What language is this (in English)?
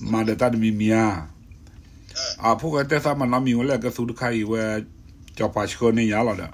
S'gaw Karen